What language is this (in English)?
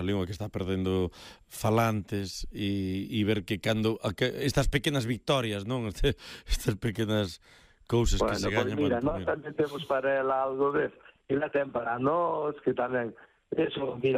Galician